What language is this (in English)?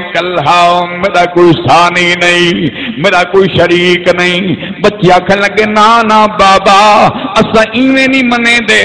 Saraiki